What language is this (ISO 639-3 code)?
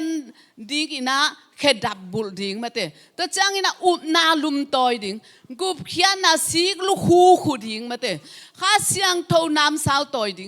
ctd